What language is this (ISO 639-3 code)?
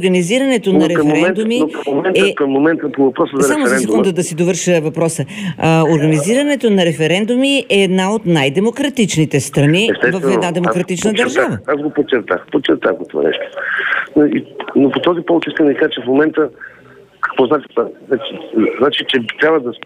bul